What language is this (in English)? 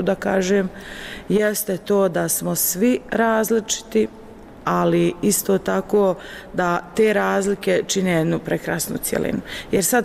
Bosnian